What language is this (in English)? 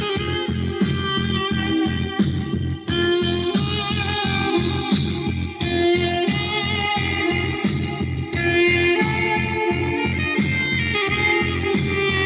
Malayalam